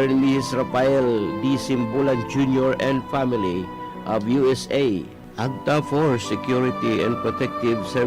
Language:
Bikol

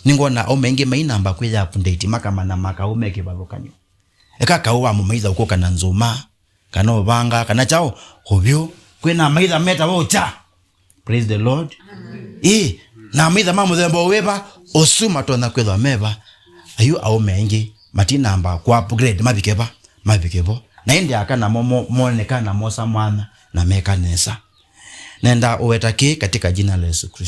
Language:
Kamba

